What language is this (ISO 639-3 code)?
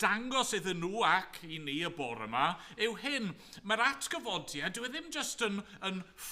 cym